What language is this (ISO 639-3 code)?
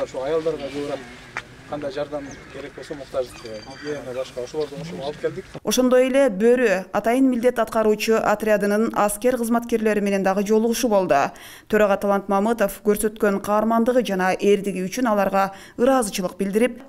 kir